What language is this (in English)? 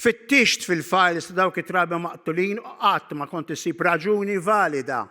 Maltese